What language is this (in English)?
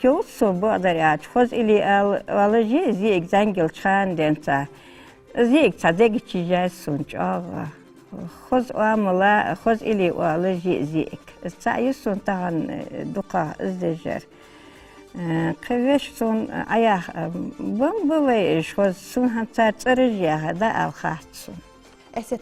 Ingush